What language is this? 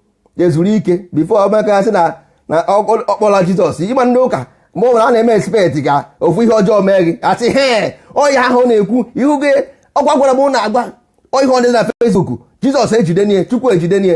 Igbo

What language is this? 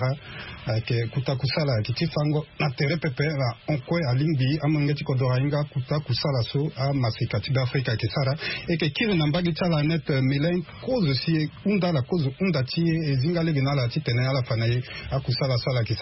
Sango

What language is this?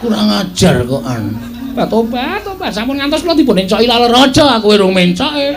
Javanese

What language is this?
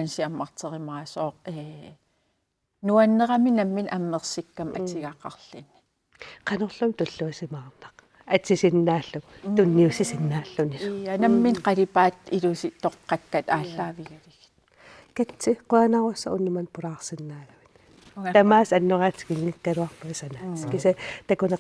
Kalaallisut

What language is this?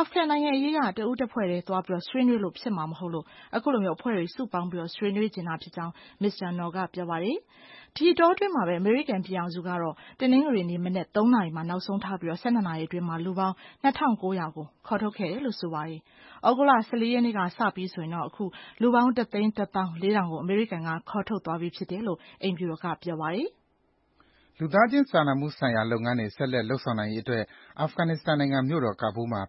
Burmese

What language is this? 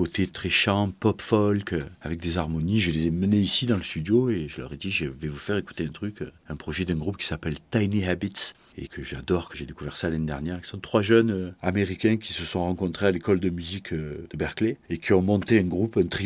French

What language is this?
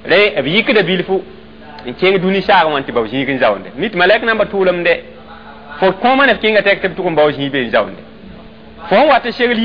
Mossi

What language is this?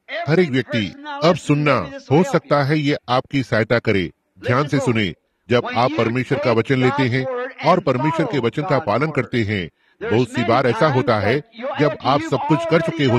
Hindi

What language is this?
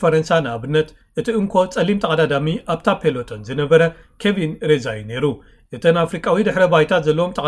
Tigrinya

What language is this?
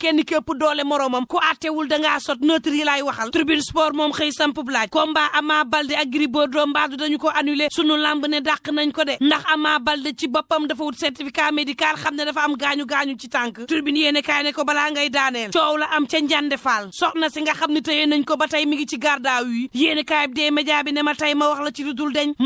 Wolof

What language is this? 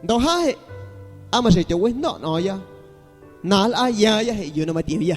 Guerrero Amuzgo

